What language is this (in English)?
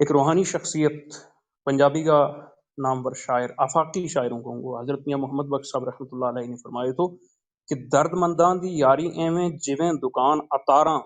Gujari